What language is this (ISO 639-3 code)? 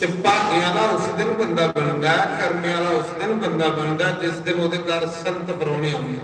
doi